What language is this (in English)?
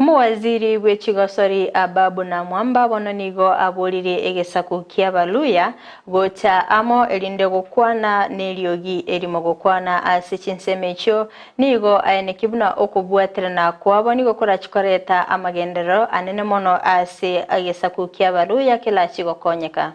Gusii